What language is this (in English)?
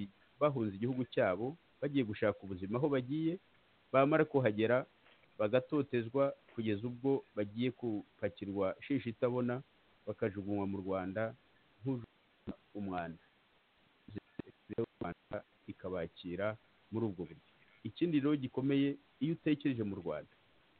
Kinyarwanda